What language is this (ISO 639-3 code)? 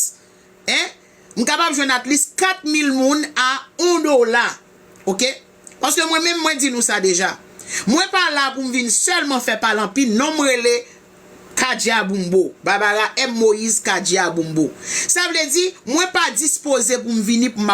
hat